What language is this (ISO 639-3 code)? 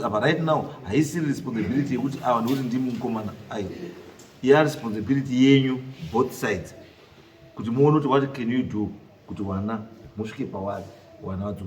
sna